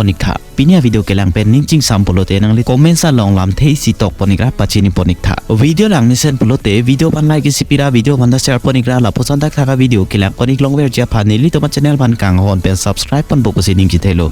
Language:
Karbi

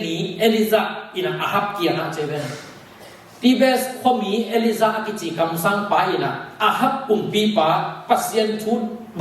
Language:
Tedim Chin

